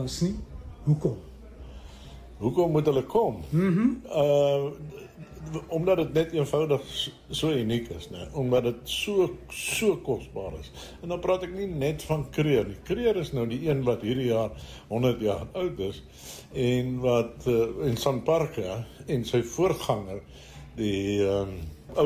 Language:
Afrikaans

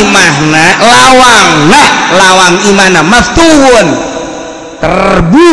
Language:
Sundanese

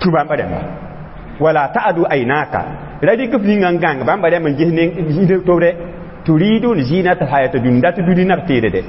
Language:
Mossi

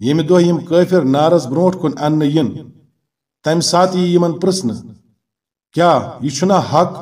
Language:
Kashmiri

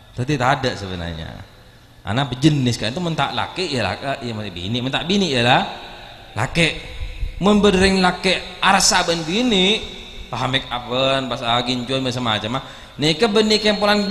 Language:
Madurese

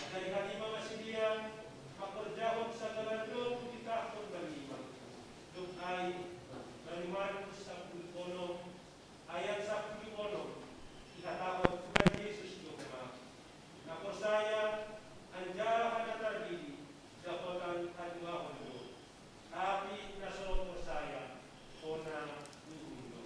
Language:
Batak Simalungun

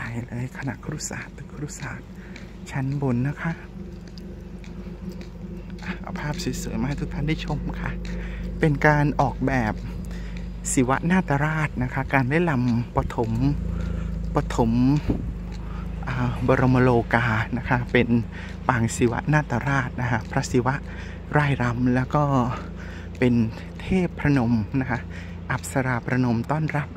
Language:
Thai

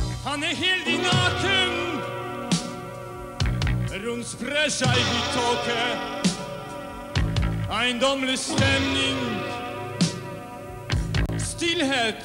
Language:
Swedish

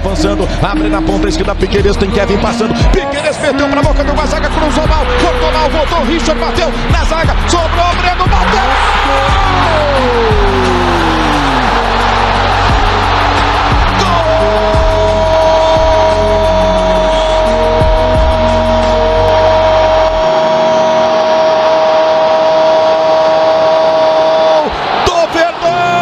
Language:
Portuguese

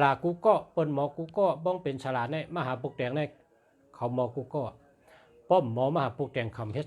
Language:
Shan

